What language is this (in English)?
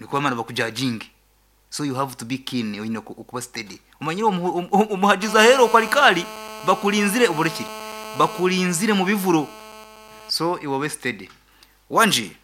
Nyankole